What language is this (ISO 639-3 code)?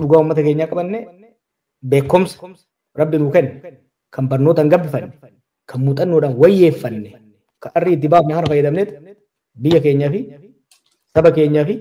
orm